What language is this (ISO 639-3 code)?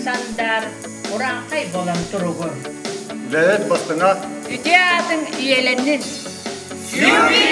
sah